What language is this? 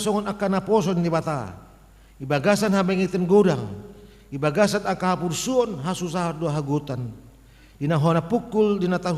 Batak Toba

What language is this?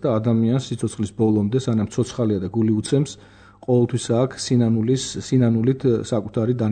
Georgian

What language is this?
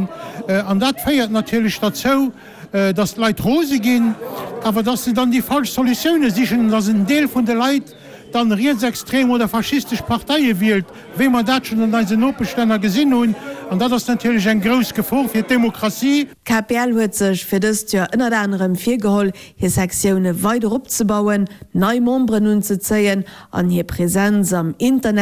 Luxembourgish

